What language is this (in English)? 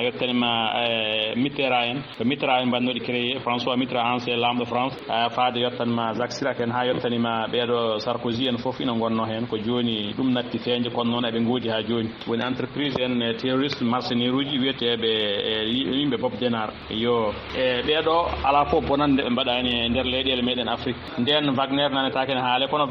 Fula